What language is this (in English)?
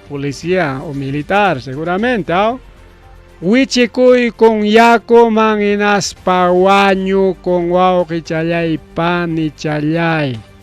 Ayacucho Quechua